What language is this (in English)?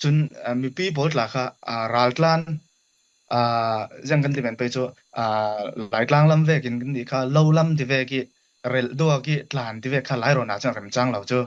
Falam Chin